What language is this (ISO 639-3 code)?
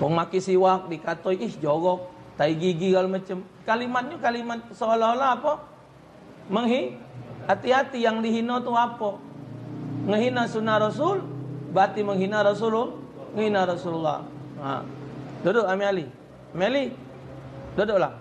mui